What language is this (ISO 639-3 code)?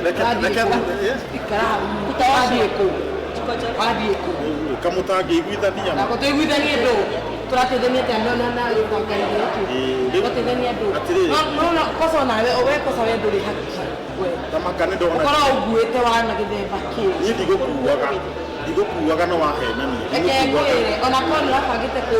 kik